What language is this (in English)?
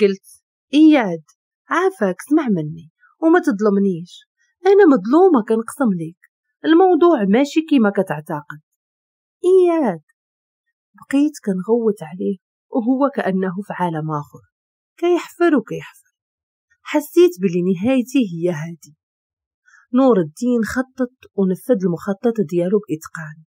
Moroccan Arabic